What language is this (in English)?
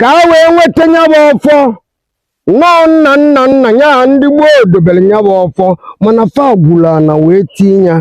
Igbo